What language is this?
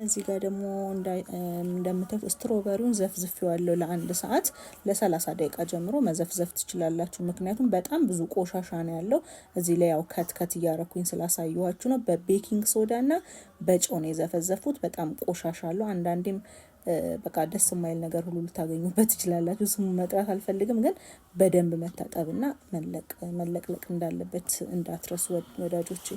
Amharic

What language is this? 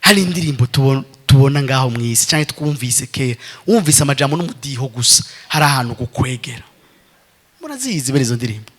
Rundi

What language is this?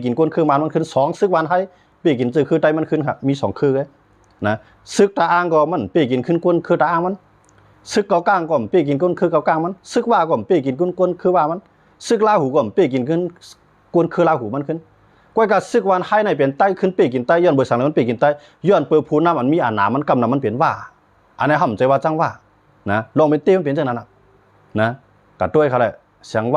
Shan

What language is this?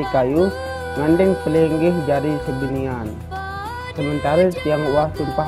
Sasak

